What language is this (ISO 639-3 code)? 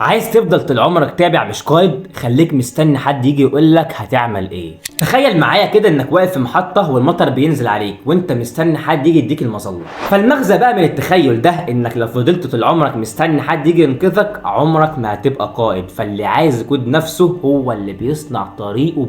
arz